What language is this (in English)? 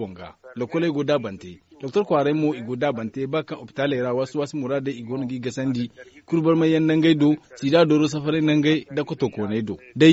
Zarma